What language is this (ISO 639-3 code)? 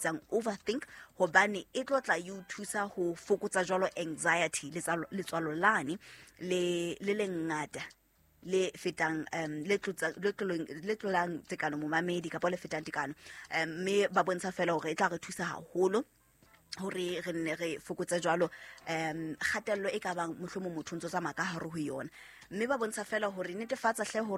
sot